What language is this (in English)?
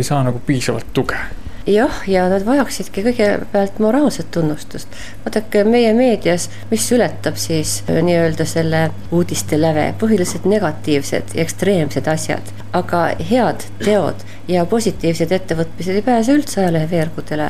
Estonian